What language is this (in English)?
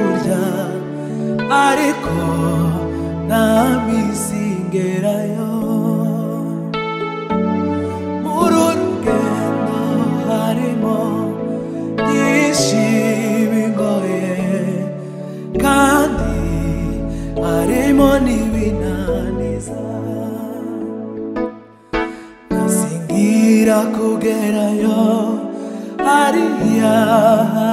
Kinyarwanda